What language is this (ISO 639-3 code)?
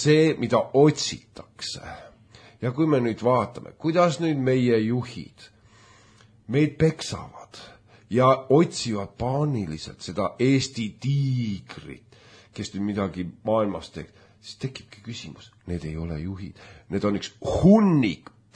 est